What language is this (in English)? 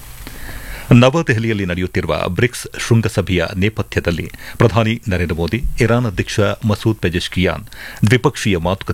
Kannada